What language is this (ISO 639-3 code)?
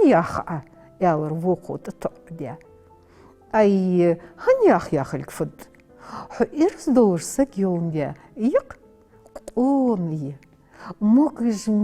inh